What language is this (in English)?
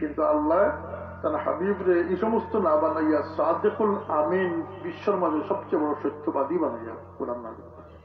Sylheti